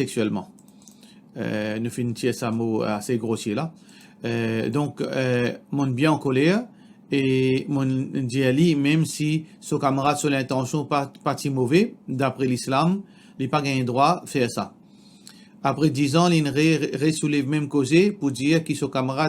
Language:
Morisyen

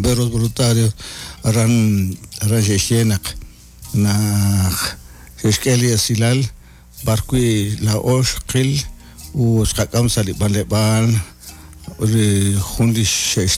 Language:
Kekchí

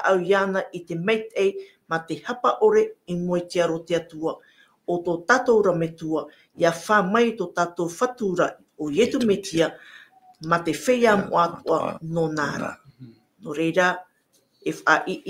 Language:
Tahitian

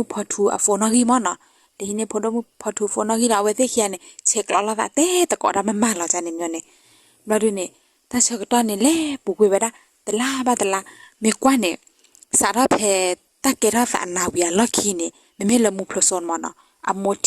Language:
S'gaw Karen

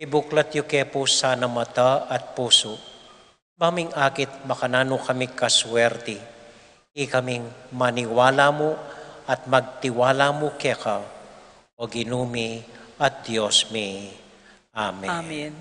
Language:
Pampanga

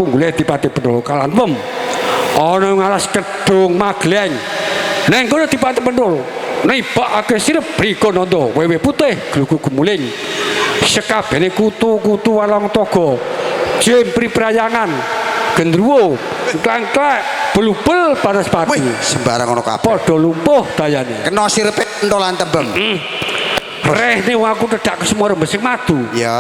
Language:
Javanese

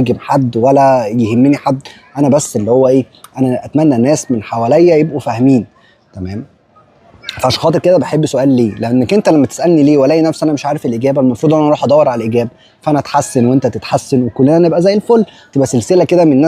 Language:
Egyptian Arabic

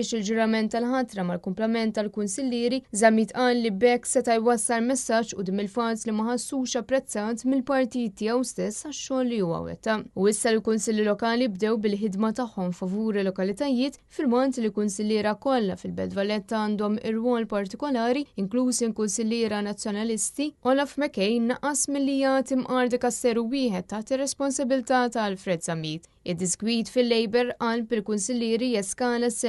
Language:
Maltese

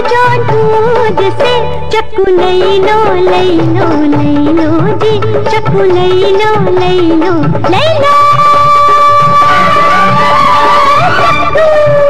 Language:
Bhojpuri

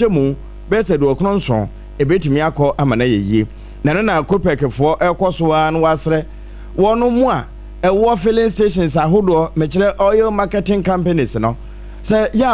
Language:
Akan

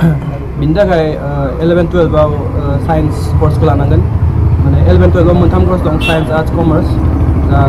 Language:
Bodo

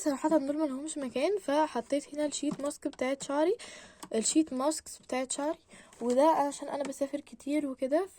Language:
Egyptian Arabic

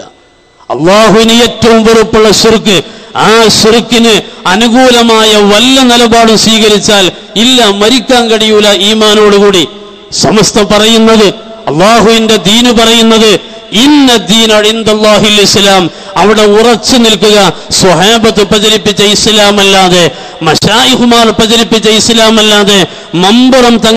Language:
Malayalam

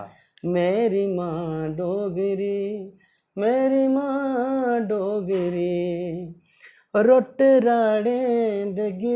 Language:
Dogri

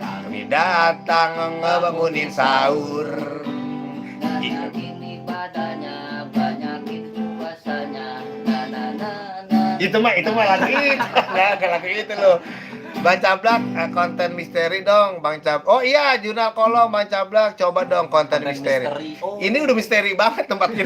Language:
Betawi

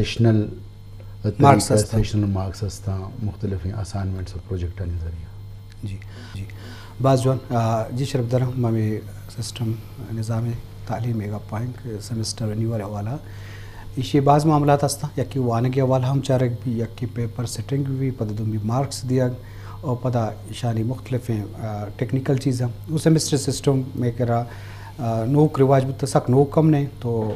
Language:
Eastern Balochi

